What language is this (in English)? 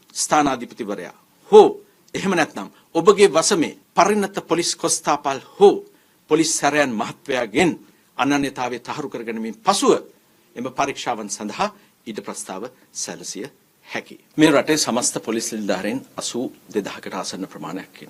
Sinhala